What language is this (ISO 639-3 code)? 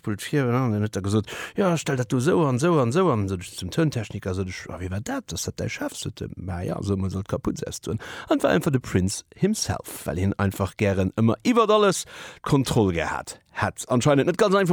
ltz